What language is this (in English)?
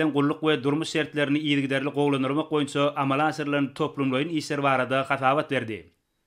Turkmen